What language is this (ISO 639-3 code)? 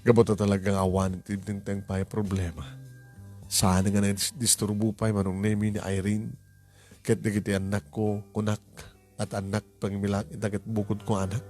ilo